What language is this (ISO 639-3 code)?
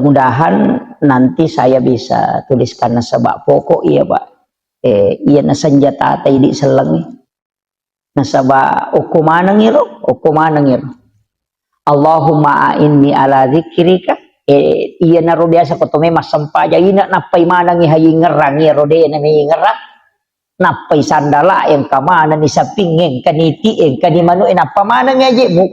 bug